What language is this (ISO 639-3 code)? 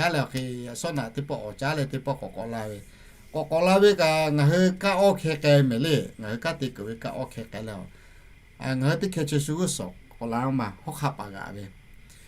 lhu